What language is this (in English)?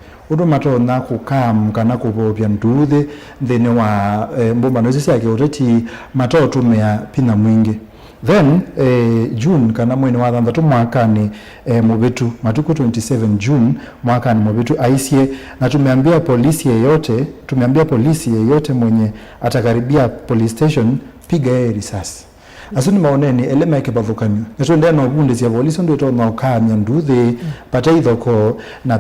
Kamba